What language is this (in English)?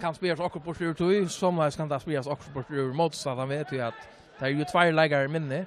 Faroese